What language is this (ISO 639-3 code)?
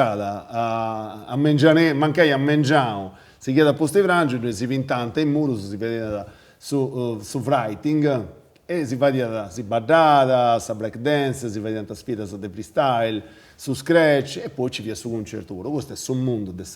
srd